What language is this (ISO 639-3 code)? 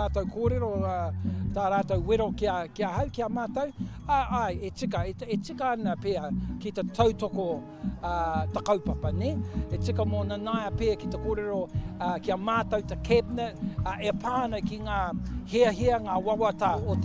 mri